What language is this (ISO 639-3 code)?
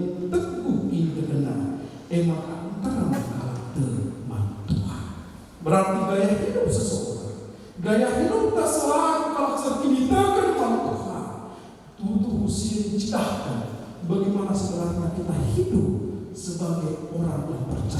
btx